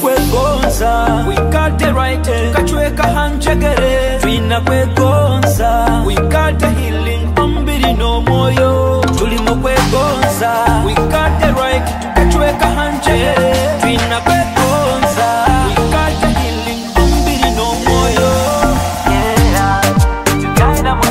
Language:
Nyoro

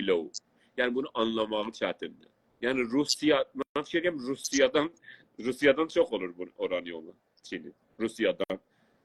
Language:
South Azerbaijani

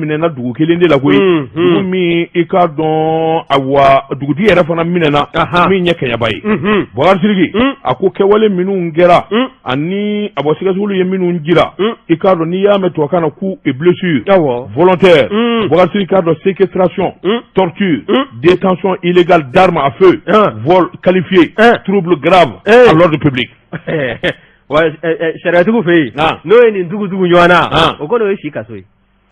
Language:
Bambara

